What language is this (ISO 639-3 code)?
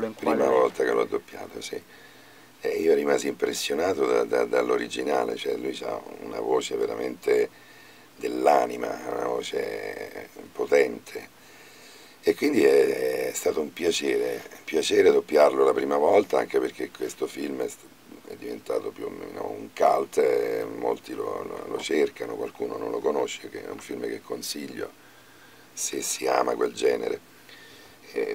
ita